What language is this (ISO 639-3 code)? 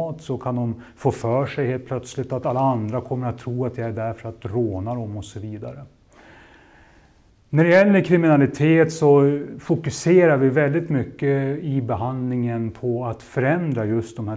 swe